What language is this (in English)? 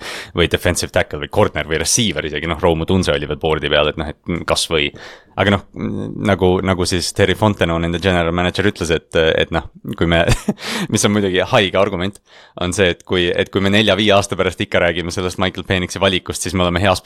Estonian